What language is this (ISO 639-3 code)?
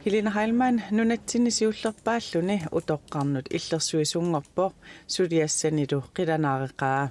kal